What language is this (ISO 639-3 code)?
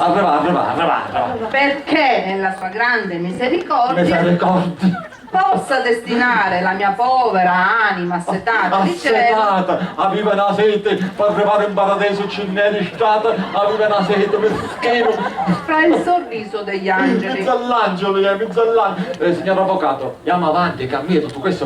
scn